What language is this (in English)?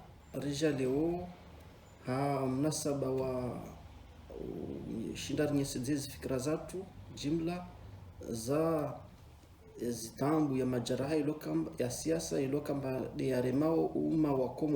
Ngazidja Comorian